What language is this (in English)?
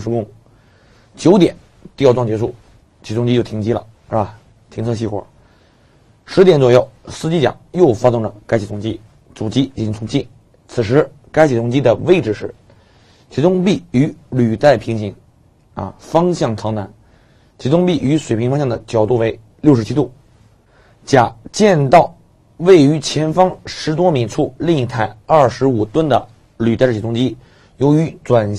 Chinese